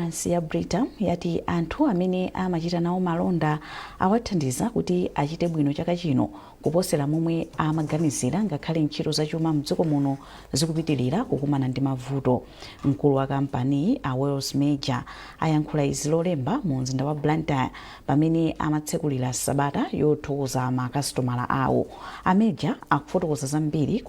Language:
Nyanja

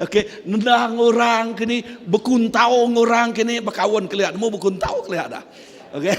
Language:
Iban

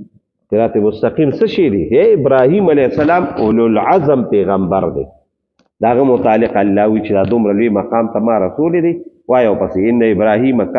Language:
Pashto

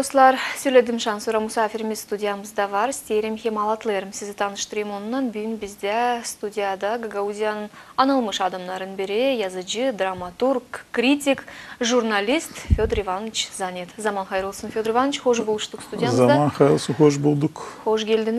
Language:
Gagauz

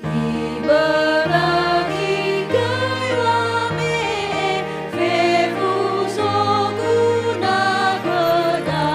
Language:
Nias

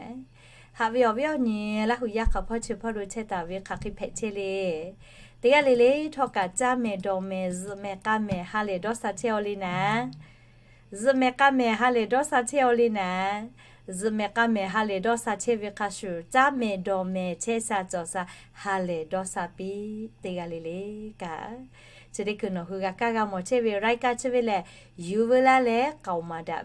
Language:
Lahu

